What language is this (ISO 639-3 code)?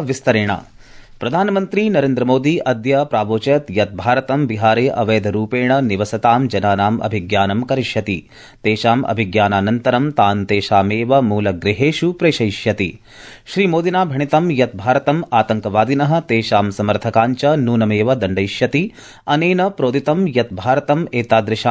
san